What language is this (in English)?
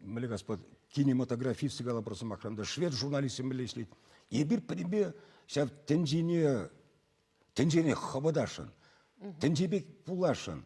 Chuvash